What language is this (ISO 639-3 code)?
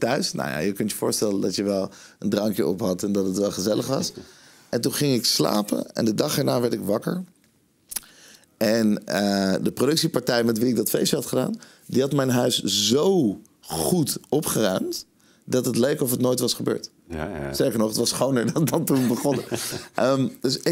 nld